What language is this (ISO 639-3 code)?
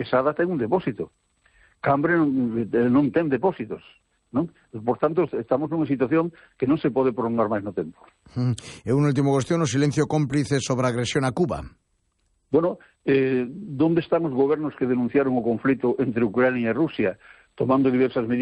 glg